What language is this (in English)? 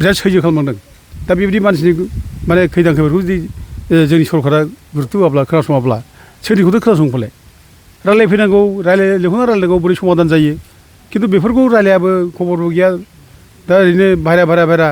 Bodo